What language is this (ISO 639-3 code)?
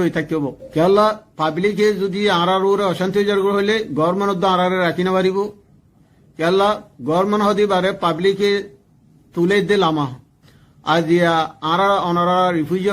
rhg